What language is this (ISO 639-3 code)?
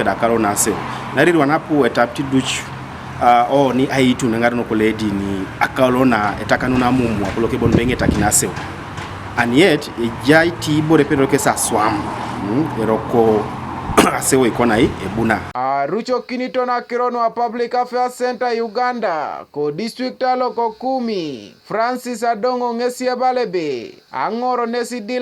teo